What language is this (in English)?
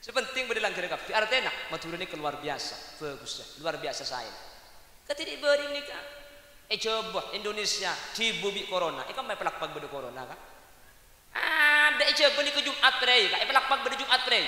Madurese